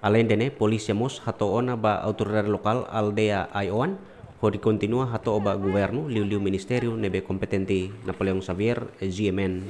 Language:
Tetum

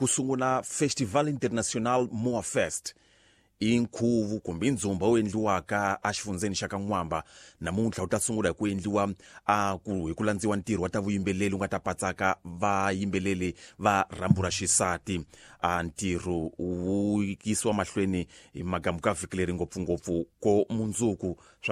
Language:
Tsonga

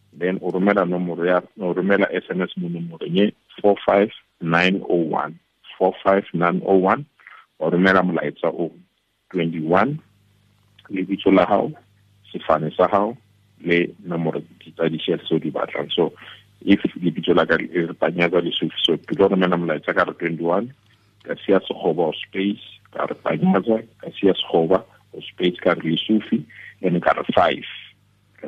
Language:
Tswana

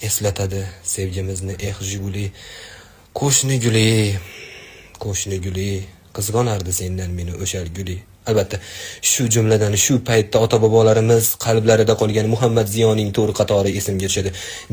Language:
Uzbek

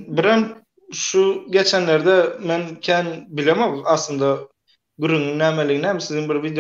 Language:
Turkmen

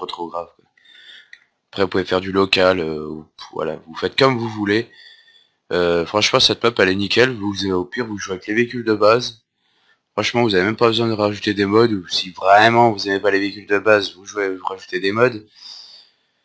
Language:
French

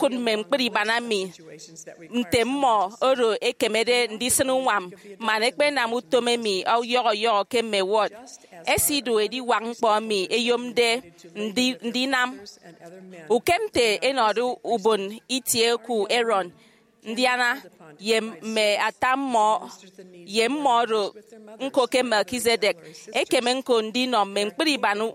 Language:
Efik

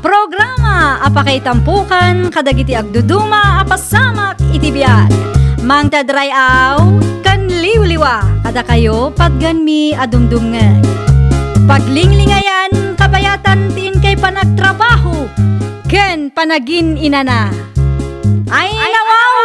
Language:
Iloko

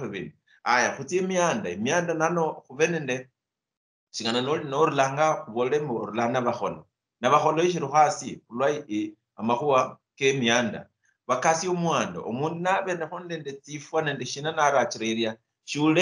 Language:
Luyia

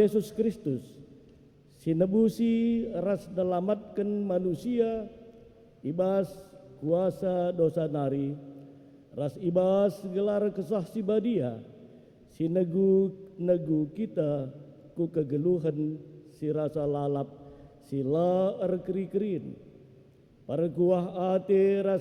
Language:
Batak Karo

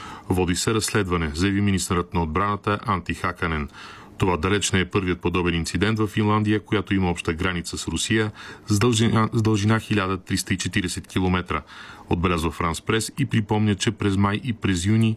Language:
Bulgarian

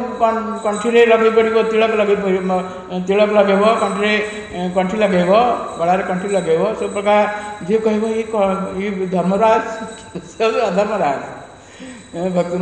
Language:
Odia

